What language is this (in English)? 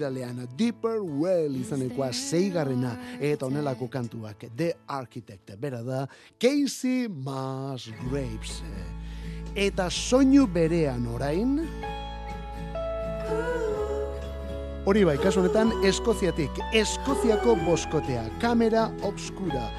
Basque